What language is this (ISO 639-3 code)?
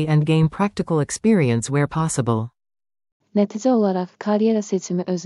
aze